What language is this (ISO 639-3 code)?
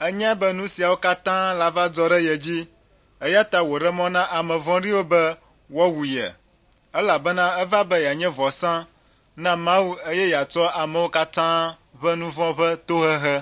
ewe